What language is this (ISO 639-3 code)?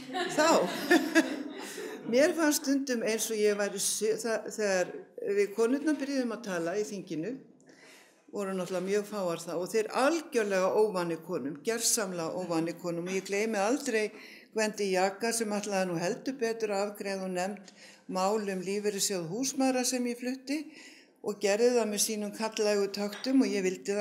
isl